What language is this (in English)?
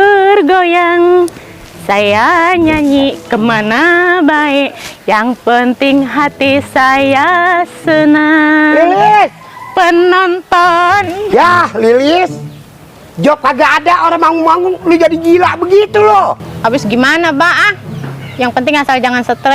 Betawi